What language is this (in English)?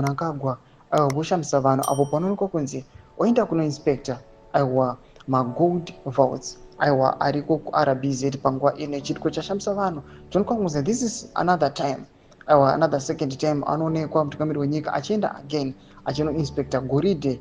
Shona